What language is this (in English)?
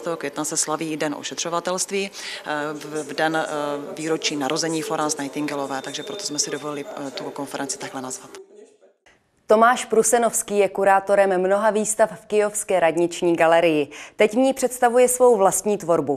Czech